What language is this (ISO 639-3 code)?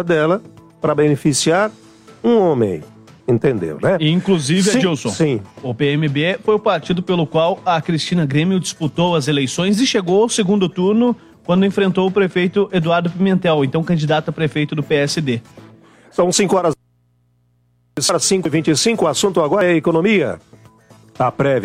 por